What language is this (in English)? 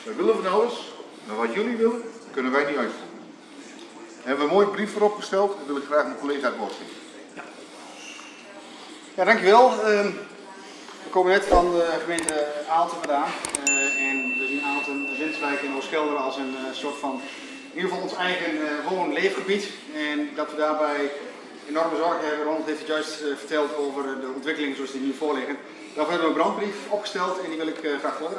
Dutch